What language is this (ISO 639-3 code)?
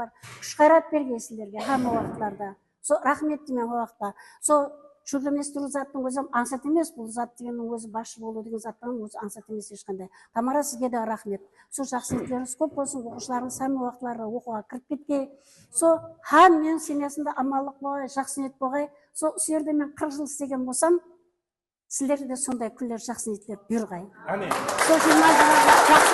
kaa